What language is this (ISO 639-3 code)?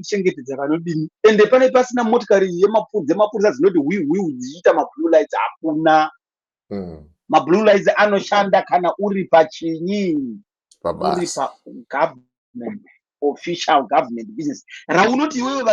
sna